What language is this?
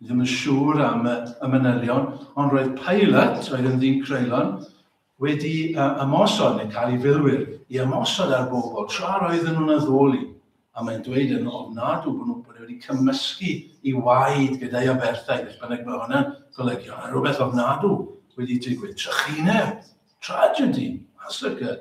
Welsh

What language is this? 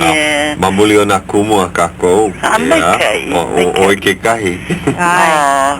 Hawaiian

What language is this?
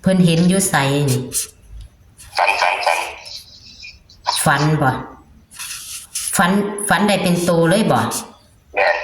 Northeastern Thai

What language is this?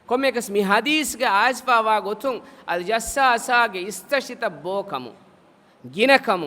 Divehi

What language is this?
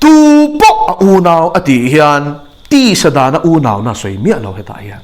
Mizo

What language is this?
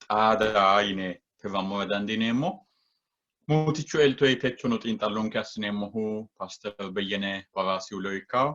Sidamo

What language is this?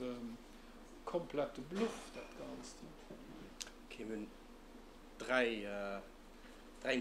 Luxembourgish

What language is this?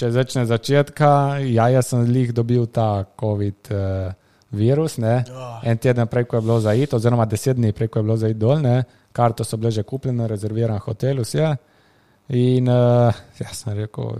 Slovenian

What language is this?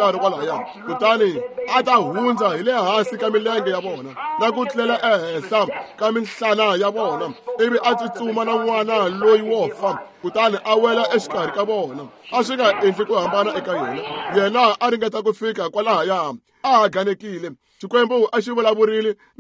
Tsonga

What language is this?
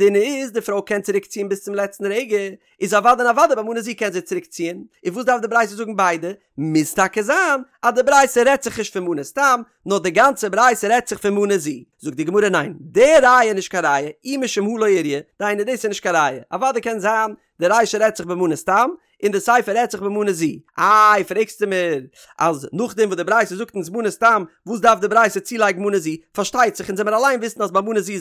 Yiddish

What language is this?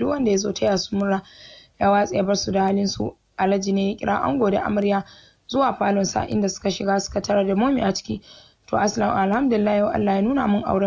Hausa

